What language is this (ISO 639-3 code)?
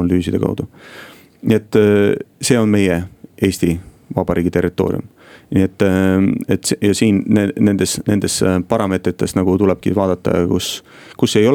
est